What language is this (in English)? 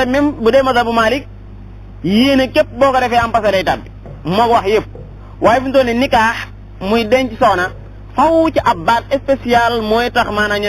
Wolof